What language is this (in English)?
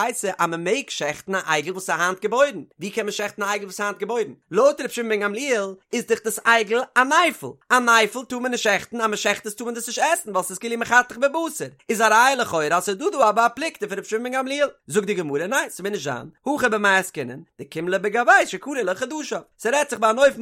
Yiddish